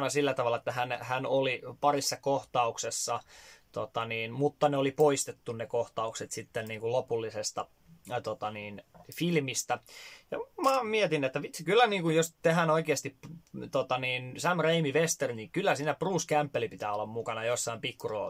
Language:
Finnish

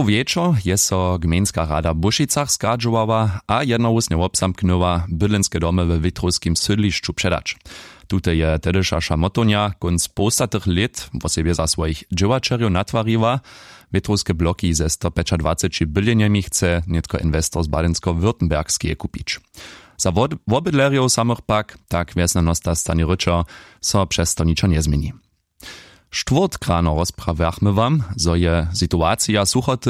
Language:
Upper Sorbian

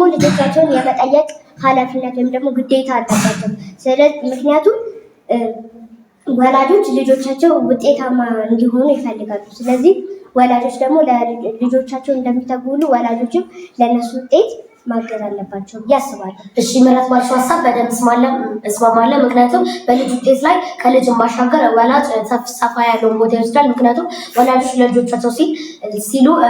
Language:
Amharic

